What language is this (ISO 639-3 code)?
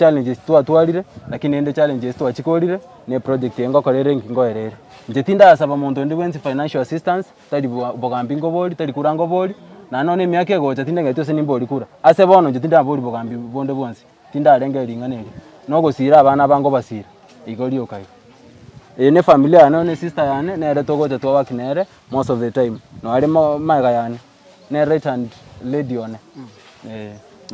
guz